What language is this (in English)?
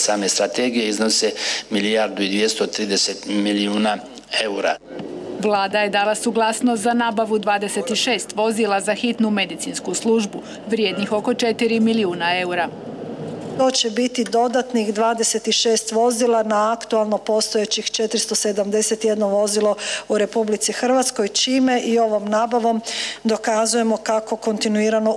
Croatian